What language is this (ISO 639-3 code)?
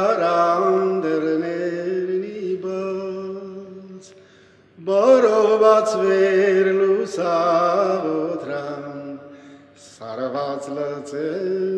hye